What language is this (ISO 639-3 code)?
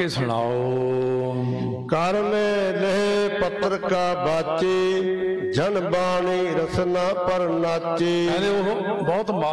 pan